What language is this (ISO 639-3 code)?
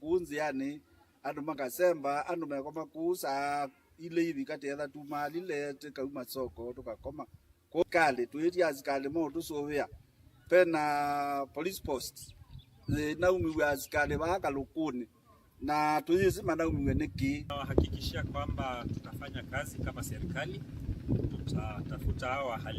kam